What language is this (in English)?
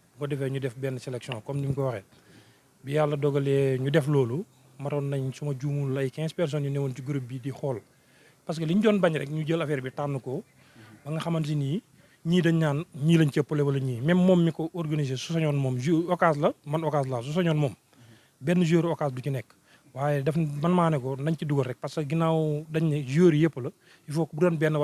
Wolof